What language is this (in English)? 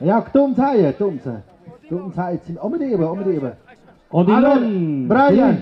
Tlahuitoltepec Mixe